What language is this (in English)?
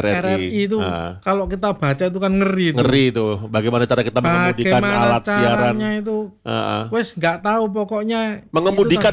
Indonesian